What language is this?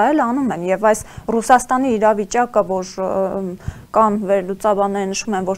Armenian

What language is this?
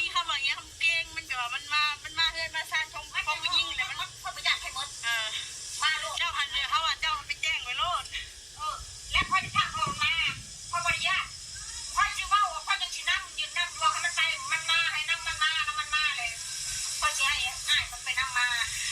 Northeastern Thai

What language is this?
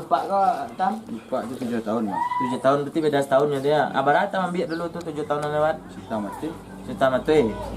Minangkabau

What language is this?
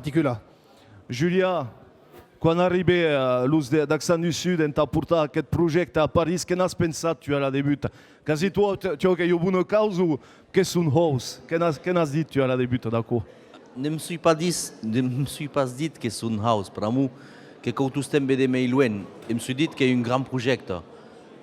Occitan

